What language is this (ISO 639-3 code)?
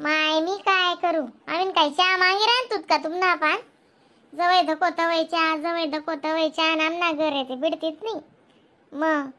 khn